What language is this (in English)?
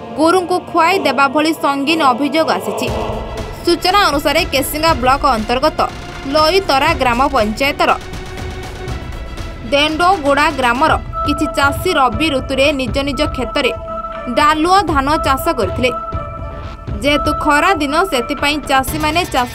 Odia